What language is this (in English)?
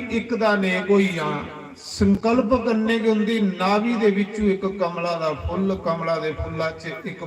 Dogri